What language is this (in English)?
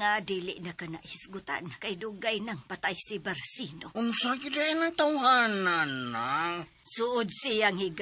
Cebuano